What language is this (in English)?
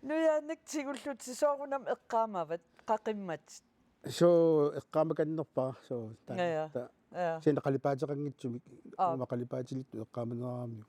Kalaallisut